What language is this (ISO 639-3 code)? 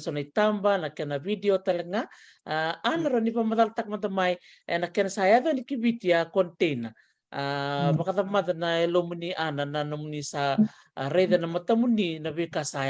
fij